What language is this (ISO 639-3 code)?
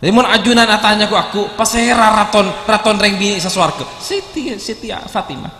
mad